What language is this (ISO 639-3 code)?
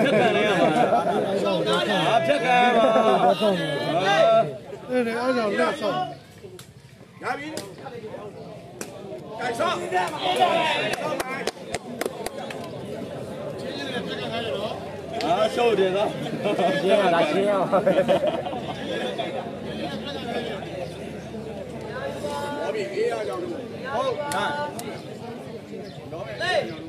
mya